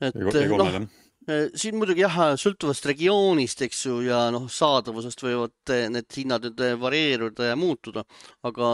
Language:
Estonian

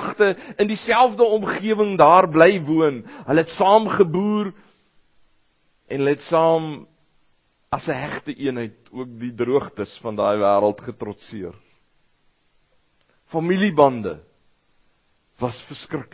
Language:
Afrikaans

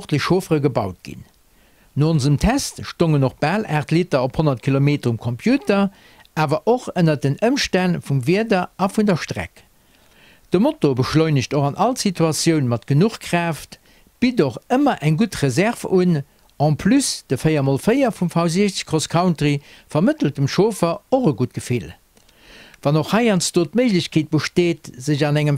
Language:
Luxembourgish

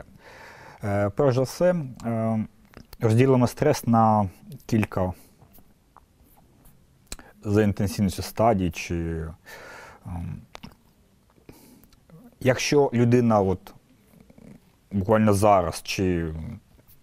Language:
Ukrainian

